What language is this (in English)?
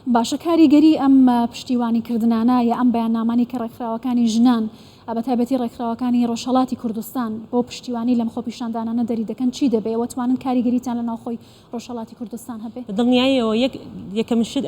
Central Kurdish